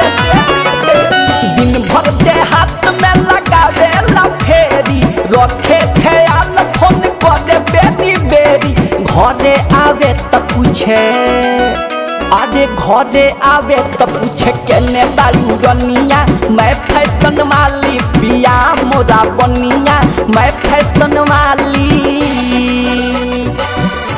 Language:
Bhojpuri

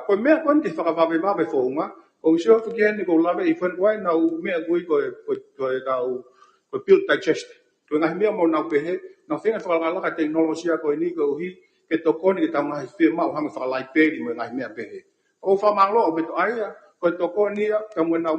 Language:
Tongan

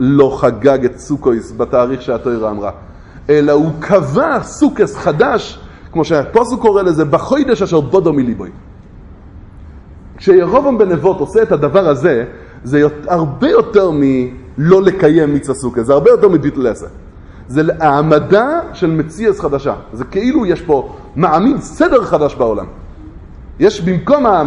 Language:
Hebrew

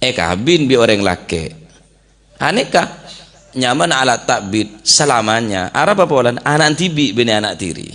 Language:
Madurese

